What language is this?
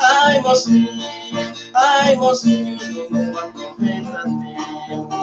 Kabuverdianu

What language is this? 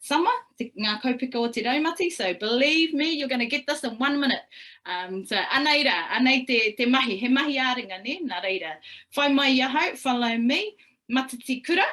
Māori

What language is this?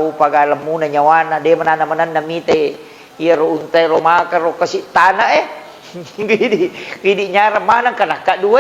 Buginese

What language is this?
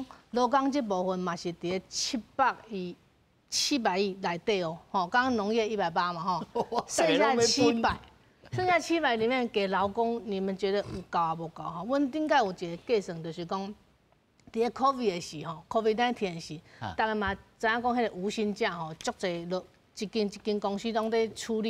Min Nan Chinese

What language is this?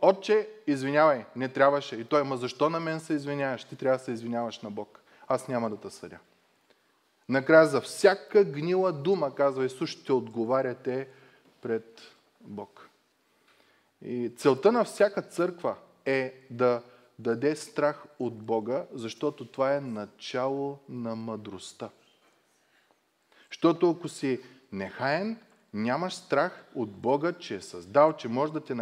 Bulgarian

